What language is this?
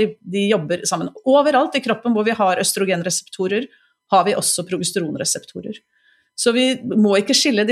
Norwegian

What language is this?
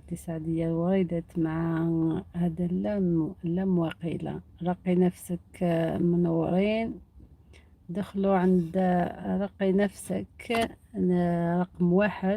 Algerian Arabic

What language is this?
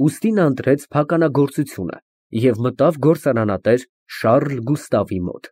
Armenian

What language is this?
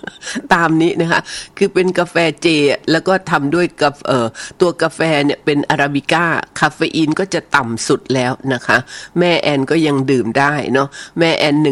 Thai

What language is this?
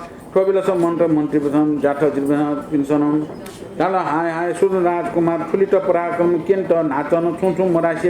Newari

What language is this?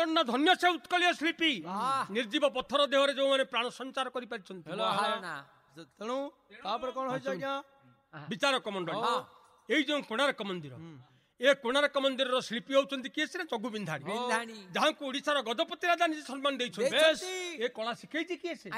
Odia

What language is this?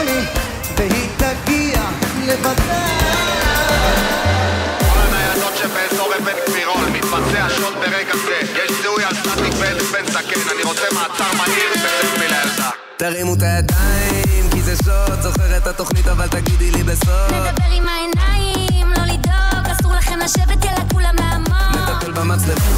Hebrew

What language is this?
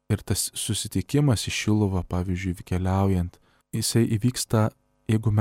Lithuanian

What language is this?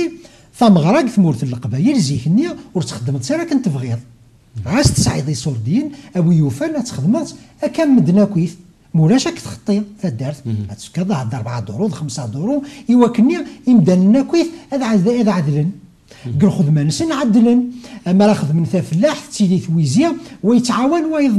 Kabyle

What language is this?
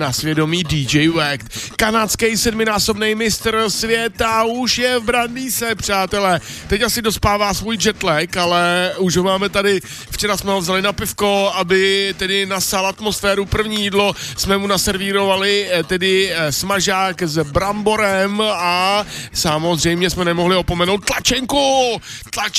Czech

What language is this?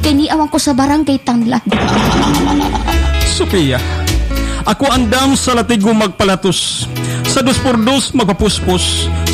Cebuano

